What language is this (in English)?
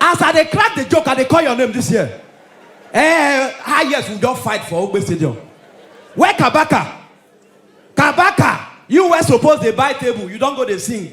Nigerian Pidgin